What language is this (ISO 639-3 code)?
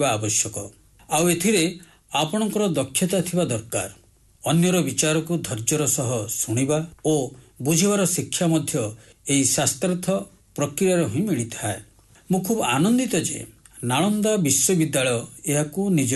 ori